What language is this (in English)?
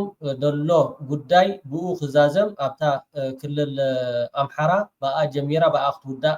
Tigrinya